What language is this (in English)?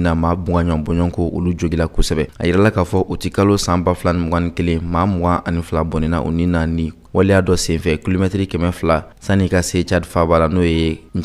Bambara